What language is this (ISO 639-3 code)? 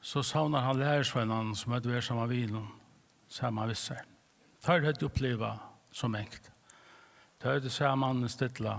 fao